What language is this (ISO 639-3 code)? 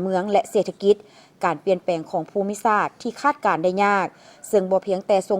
lao